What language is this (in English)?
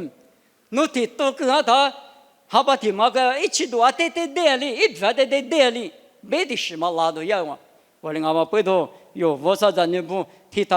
Lisu